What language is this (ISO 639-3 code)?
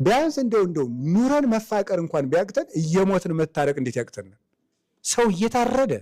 amh